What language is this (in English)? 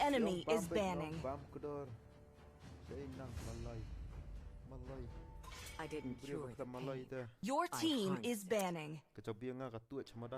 Khasi